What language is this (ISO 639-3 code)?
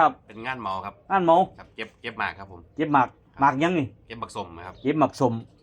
tts